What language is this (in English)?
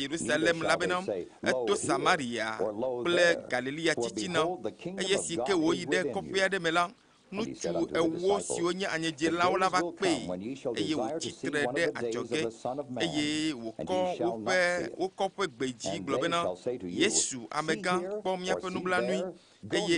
Ewe